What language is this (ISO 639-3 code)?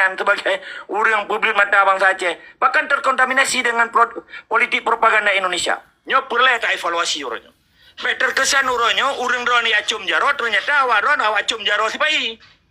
ace